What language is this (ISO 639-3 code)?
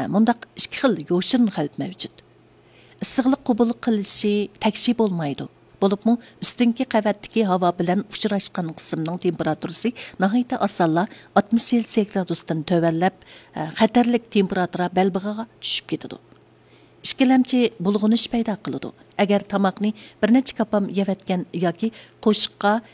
uig